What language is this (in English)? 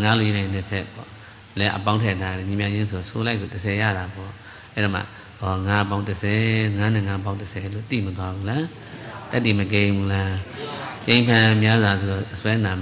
Burmese